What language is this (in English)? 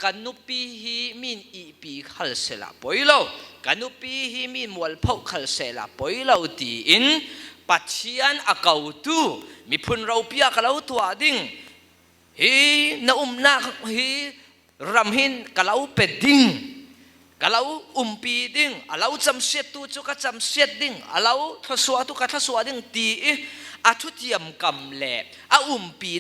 Falam Chin